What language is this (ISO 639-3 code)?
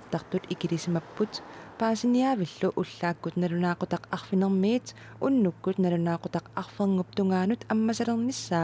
kal